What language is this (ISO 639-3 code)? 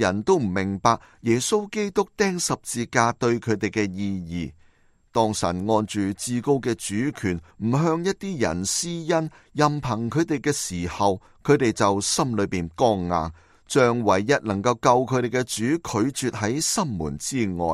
yue